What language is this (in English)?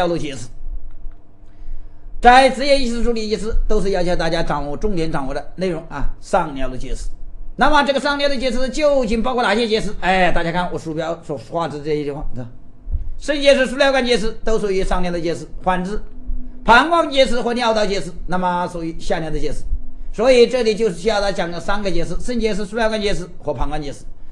Chinese